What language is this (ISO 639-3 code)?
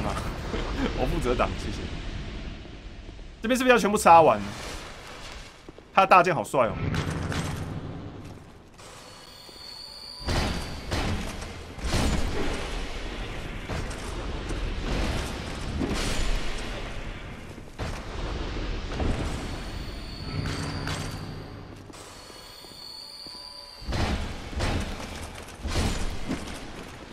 zho